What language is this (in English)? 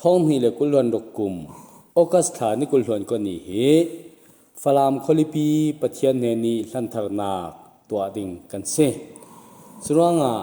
Falam Chin